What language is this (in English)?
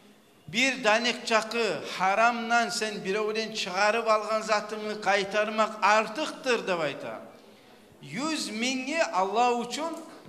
Kumyk